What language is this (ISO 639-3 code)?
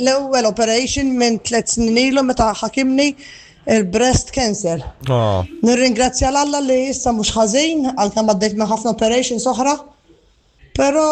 mlt